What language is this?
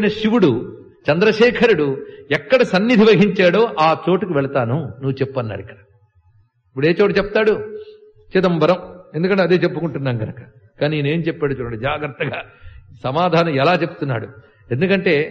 Telugu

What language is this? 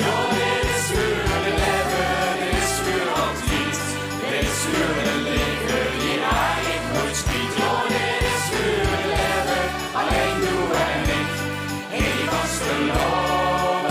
Limburgish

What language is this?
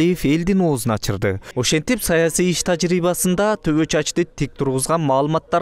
Kyrgyz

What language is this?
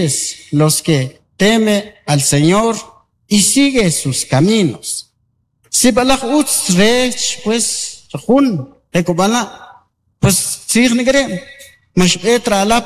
Kʼicheʼ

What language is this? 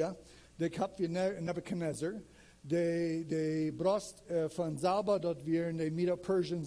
Plautdietsch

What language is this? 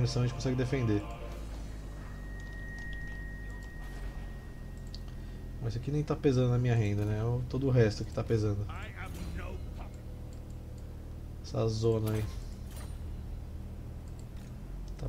Portuguese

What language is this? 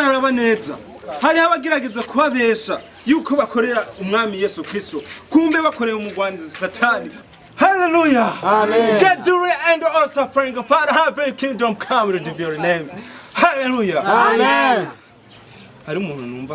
Rundi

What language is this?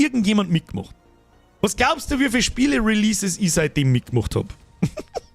Bavarian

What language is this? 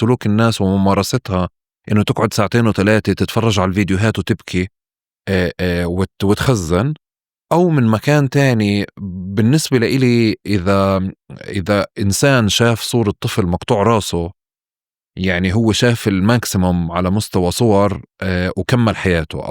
North Levantine Arabic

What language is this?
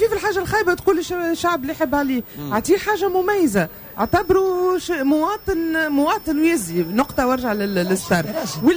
Tunisian Arabic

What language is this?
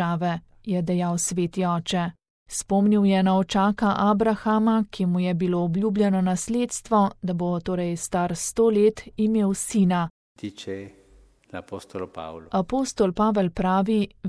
Slovenian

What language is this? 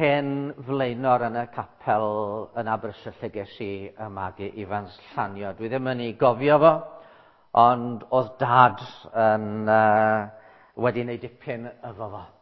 Welsh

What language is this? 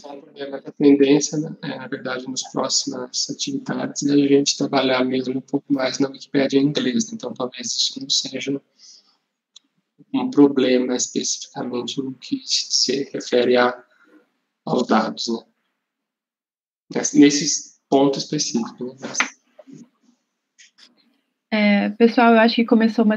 Portuguese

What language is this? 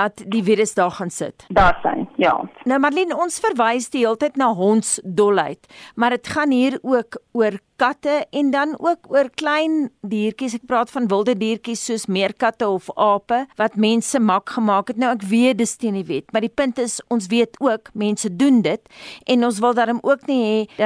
Afrikaans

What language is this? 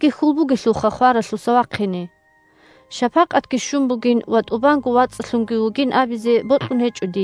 Avaric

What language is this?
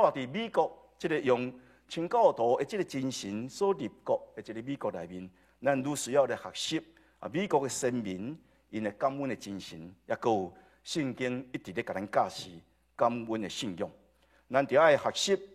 Min Nan Chinese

